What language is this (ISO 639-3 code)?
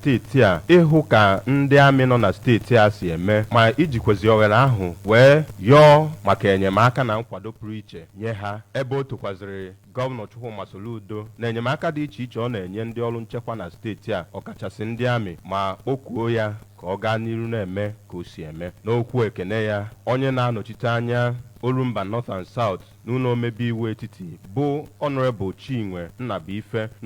ibo